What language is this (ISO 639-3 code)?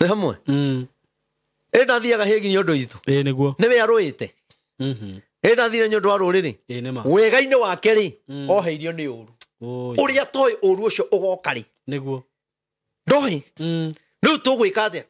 kik